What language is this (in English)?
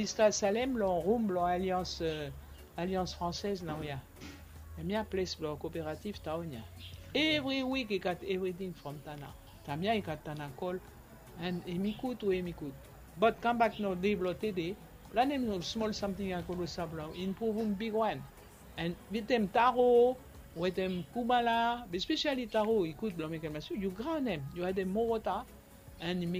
Bislama